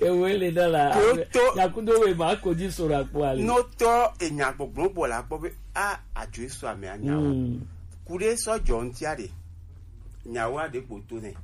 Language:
Gen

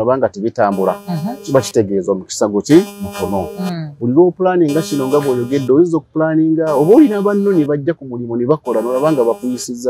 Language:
Ganda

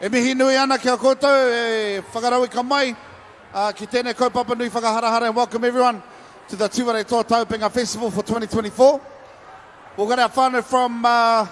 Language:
Māori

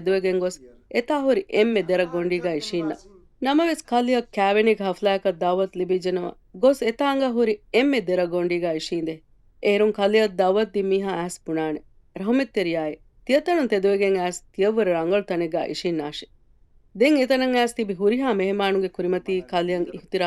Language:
Divehi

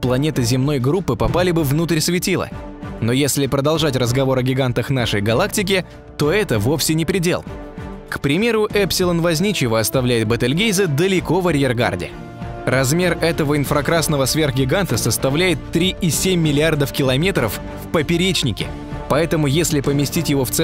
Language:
Russian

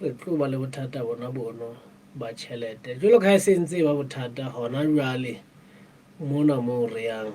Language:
Southern Sotho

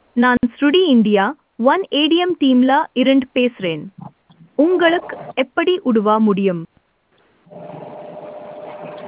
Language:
Tamil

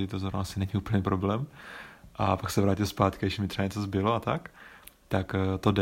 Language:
Czech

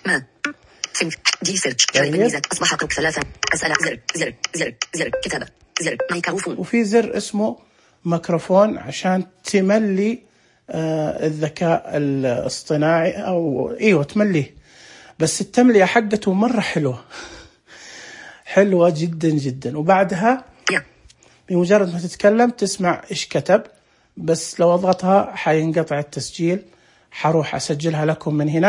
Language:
Najdi Arabic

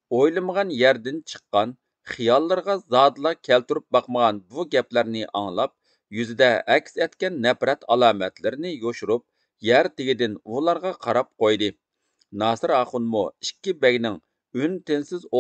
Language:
Uyghur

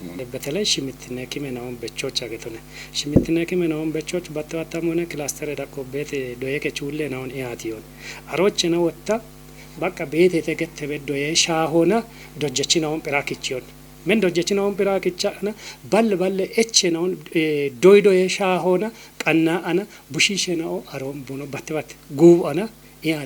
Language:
Kafa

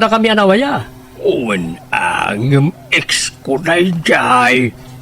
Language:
Iloko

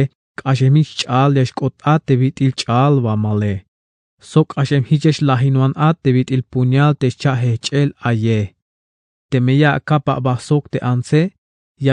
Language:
Tzeltal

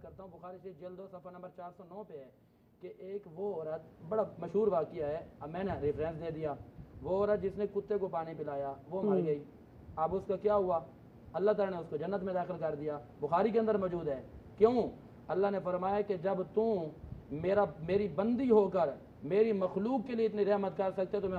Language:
Urdu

